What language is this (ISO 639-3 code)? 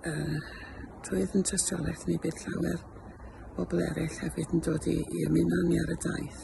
cym